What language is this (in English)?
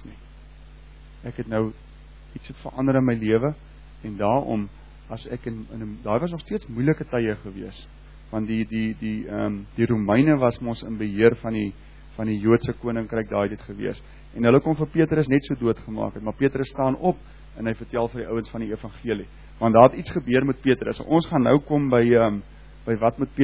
Afrikaans